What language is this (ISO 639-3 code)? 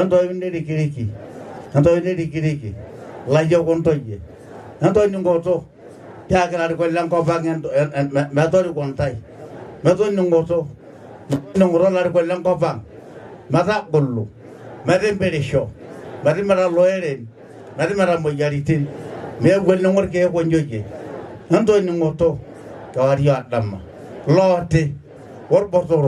mas